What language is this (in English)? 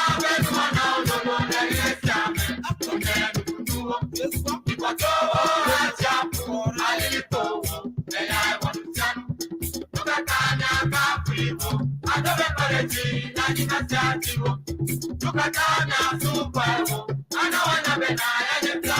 Ewe